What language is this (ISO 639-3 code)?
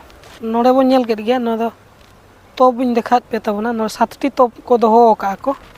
sat